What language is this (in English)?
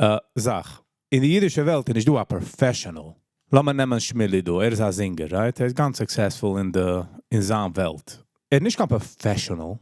Yiddish